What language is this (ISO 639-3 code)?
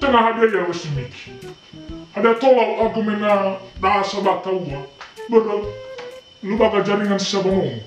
nia